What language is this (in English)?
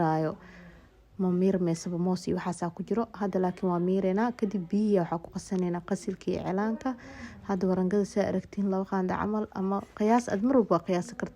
Somali